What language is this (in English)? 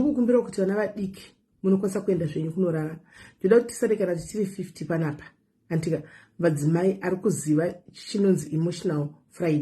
Shona